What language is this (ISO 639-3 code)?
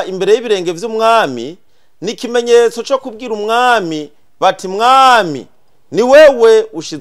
run